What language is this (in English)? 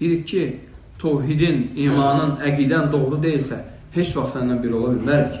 Azerbaijani